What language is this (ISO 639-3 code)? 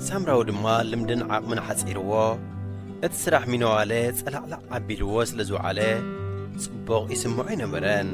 tir